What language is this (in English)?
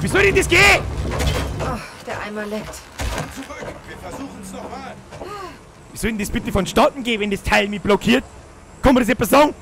Bavarian